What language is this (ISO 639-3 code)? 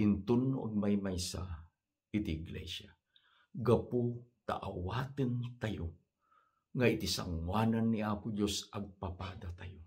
ilo